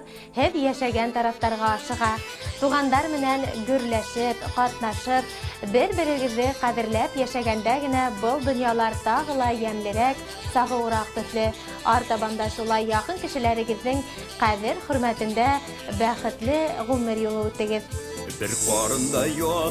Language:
Bashkir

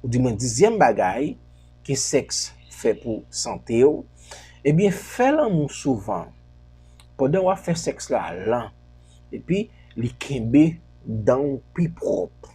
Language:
Haitian Creole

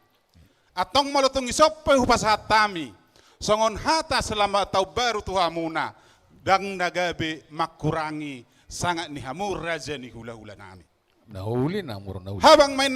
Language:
Batak Toba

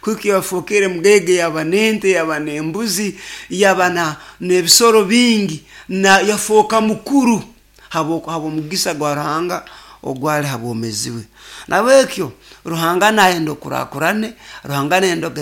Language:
Nyoro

